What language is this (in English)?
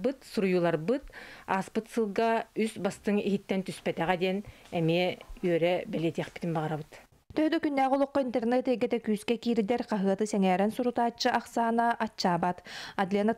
Yakut